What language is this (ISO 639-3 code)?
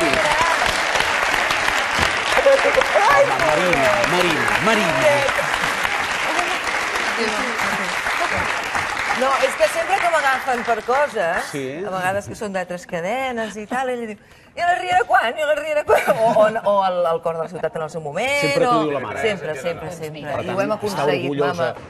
cat